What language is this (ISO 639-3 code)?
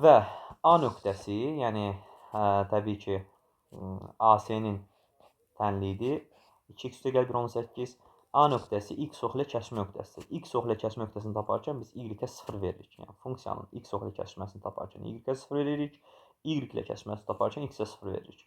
aze